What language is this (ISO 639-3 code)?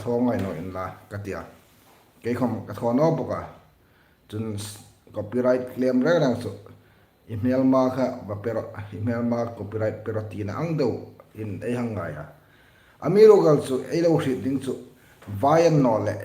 hmr